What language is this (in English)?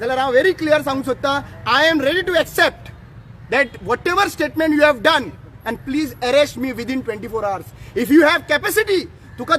Konkani